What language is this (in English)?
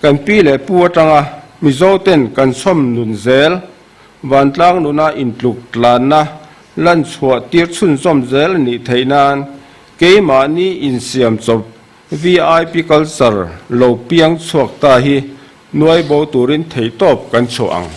Mizo